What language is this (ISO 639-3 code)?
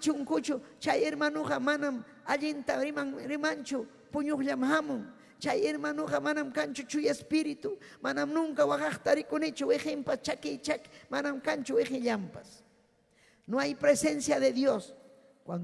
quy